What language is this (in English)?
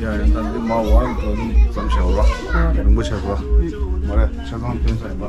Tibetan